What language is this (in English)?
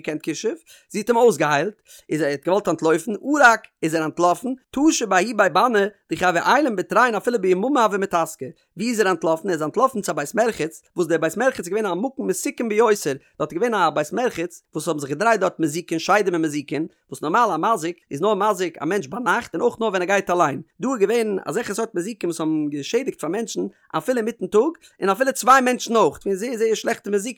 Yiddish